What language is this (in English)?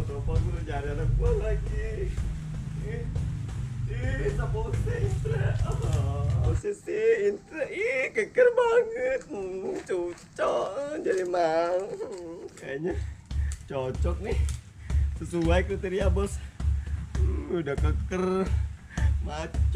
Betawi